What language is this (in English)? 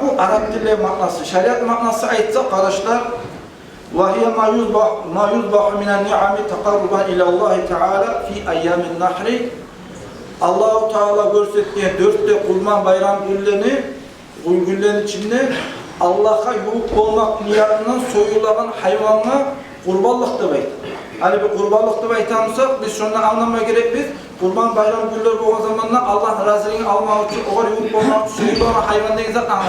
Kumyk